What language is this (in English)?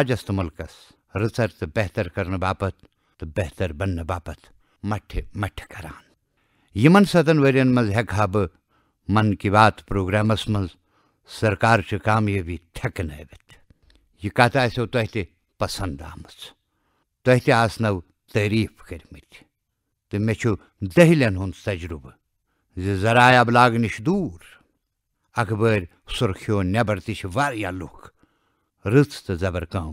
Kashmiri